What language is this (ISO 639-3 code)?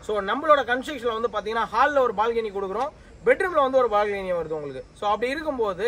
tam